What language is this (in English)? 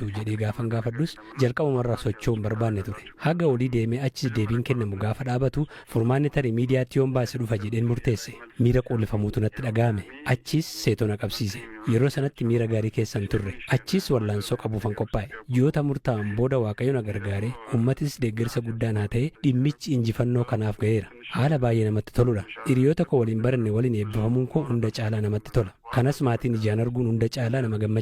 Oromo